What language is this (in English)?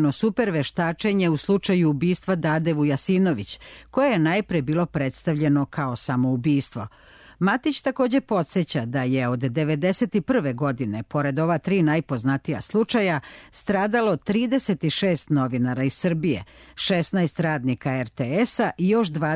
Serbian